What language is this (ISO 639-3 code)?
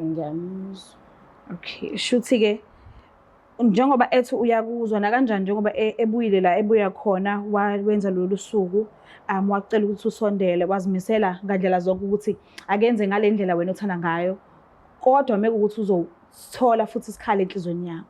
zul